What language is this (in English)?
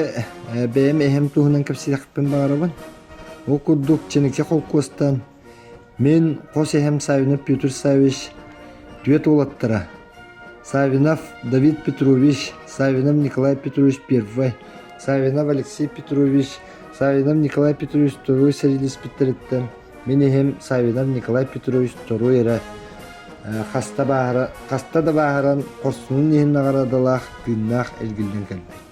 Yakut